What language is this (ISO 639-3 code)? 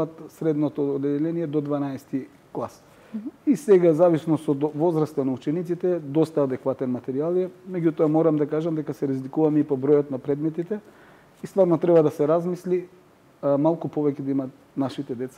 mkd